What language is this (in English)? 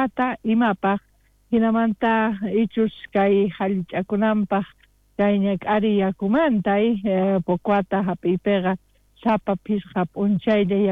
South Bolivian Quechua